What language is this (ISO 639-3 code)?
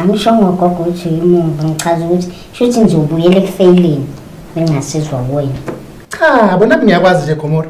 zul